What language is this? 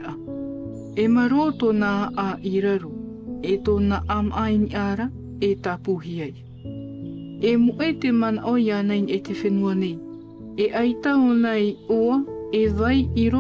Tahitian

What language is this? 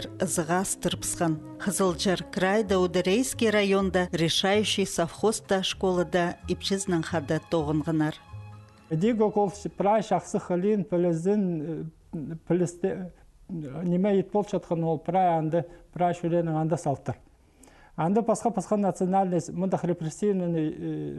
Khakas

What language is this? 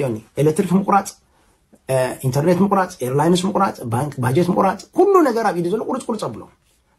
Tigrinya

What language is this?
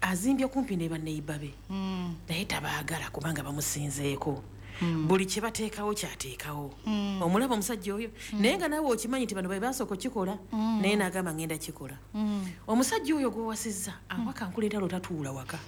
Ganda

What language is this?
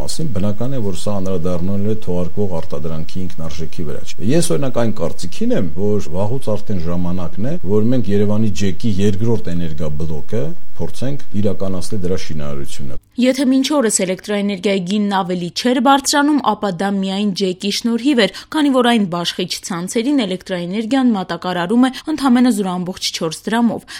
Armenian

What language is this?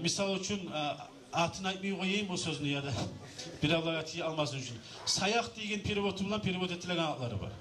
Kumyk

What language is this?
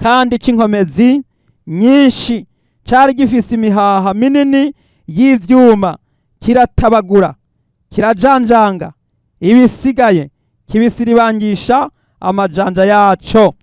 Rundi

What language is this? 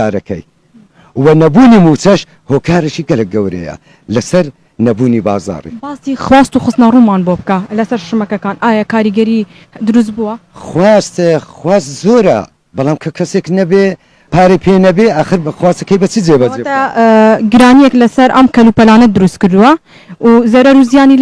Central Kurdish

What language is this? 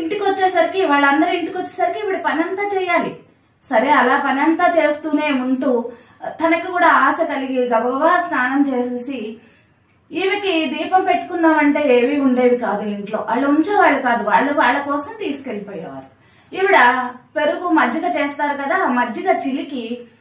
Telugu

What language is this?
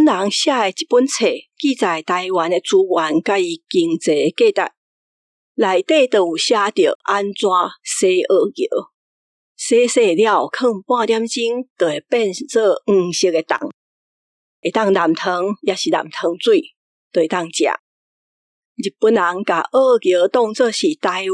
Min Nan Chinese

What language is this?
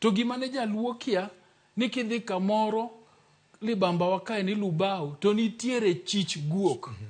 Luo (Kenya and Tanzania)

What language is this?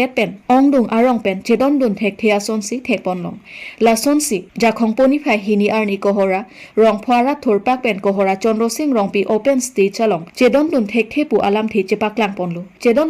Karbi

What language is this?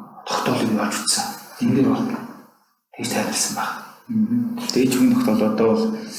Mongolian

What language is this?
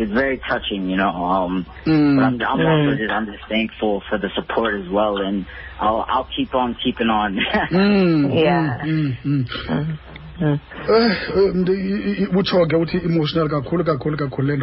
Xhosa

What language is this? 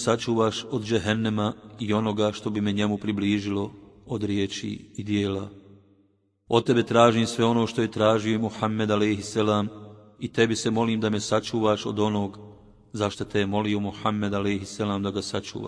Bosnian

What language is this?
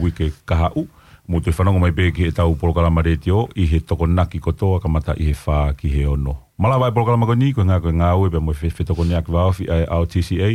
Tongan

